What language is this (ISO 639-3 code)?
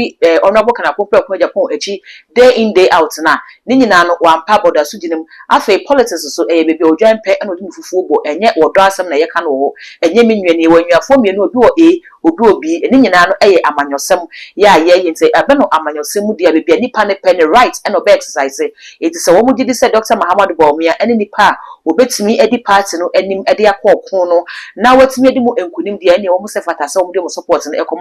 aka